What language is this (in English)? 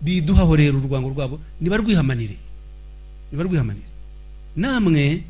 Kinyarwanda